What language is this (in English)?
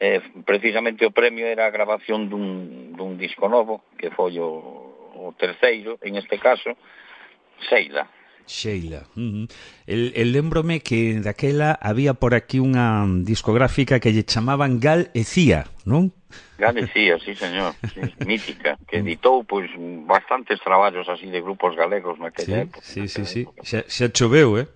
Galician